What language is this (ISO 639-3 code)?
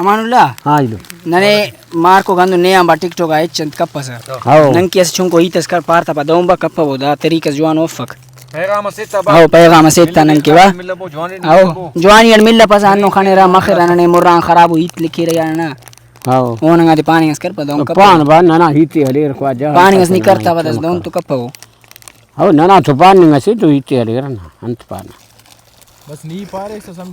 brh